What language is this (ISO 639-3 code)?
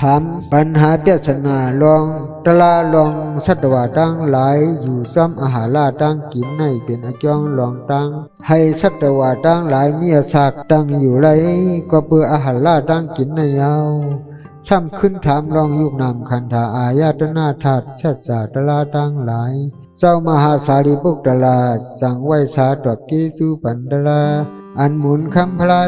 shn